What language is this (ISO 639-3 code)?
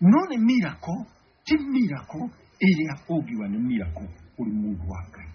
kik